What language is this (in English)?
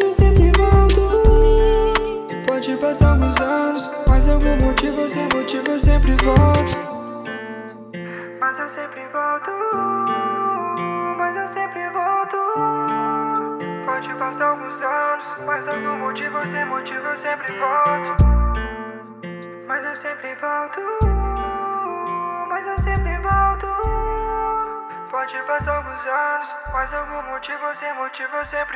Portuguese